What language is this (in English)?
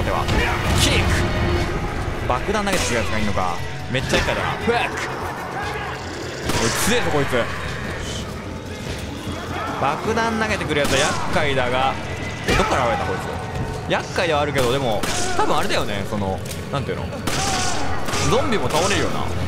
Japanese